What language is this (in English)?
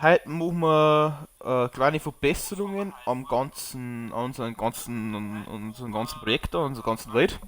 Bavarian